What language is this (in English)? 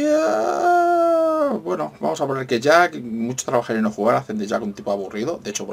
Spanish